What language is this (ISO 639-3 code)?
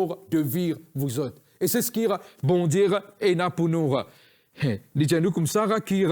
mfe